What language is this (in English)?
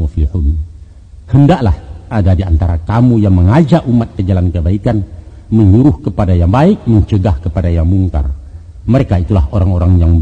Minangkabau